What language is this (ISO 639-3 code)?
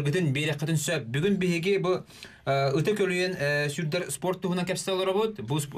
sah